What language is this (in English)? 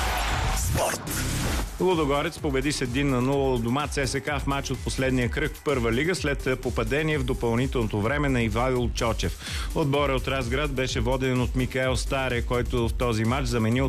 Bulgarian